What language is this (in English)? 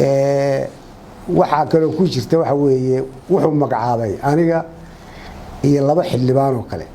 Somali